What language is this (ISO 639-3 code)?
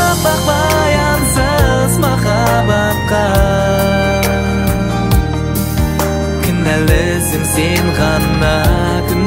kaz